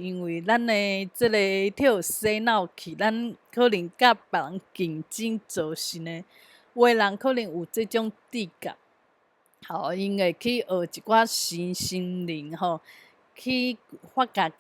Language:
Min Nan Chinese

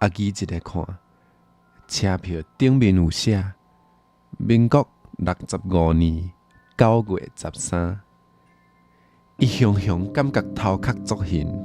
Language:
Min Nan Chinese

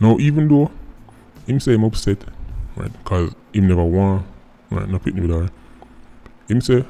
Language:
Jamaican Creole English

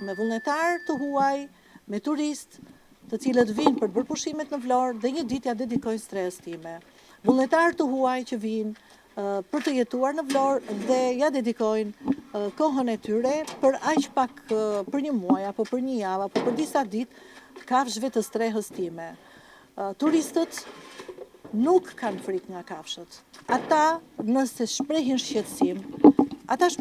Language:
Albanian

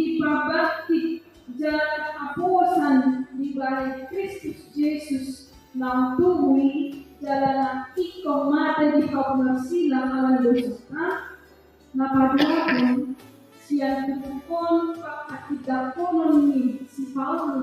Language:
Batak Toba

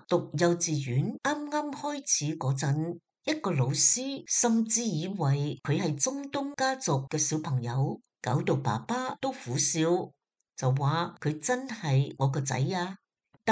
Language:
Cantonese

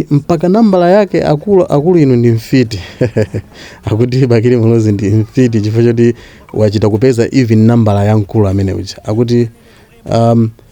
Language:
Nyanja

